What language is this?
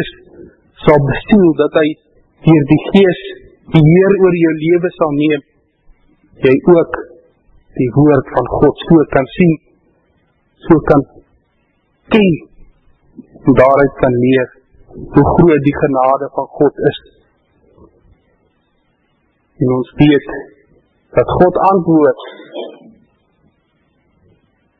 Afrikaans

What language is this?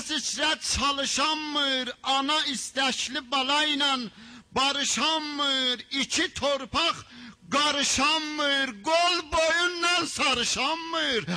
South Azerbaijani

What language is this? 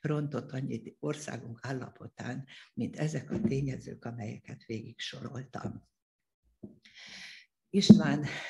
Hungarian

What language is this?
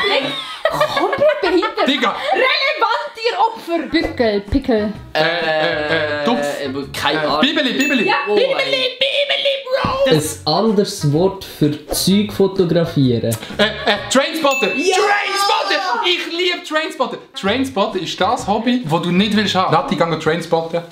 Swiss German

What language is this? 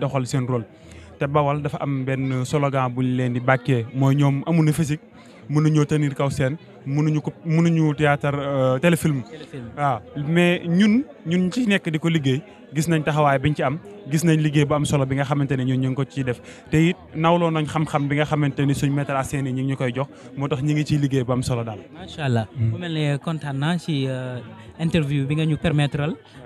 Wolof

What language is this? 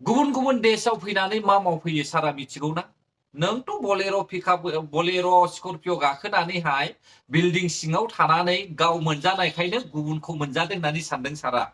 Bodo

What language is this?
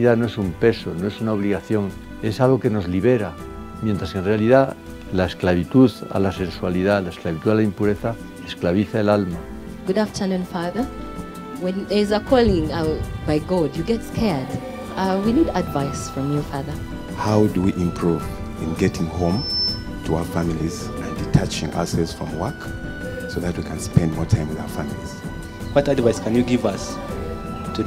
Spanish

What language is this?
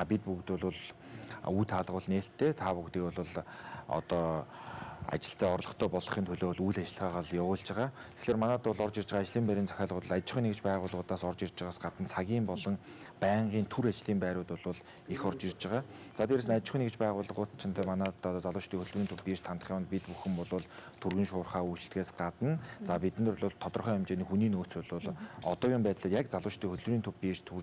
Mongolian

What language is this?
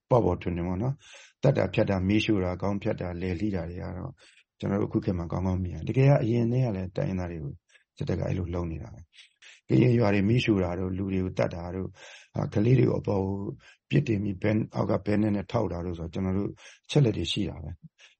Burmese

